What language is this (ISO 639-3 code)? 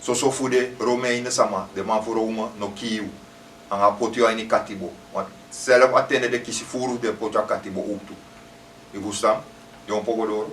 srn